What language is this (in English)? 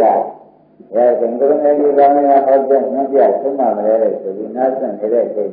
Burmese